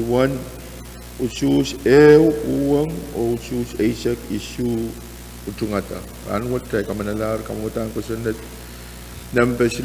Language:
Pohnpeian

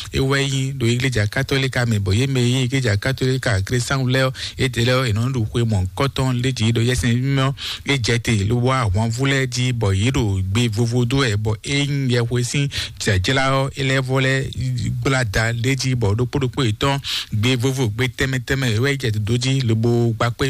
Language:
Fon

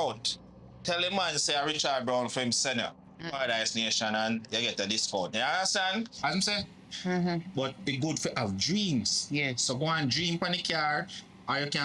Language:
Jamaican Creole English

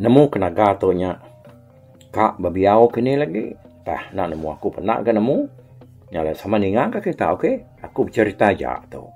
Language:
Iban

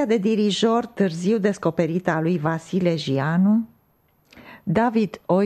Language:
Romanian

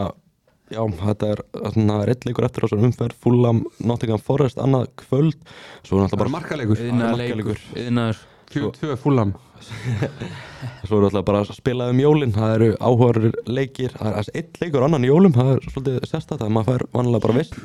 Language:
Icelandic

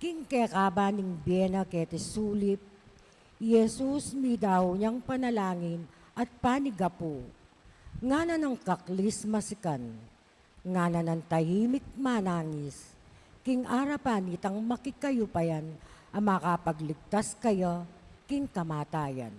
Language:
Pampanga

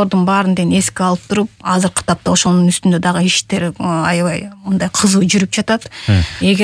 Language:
Kyrgyz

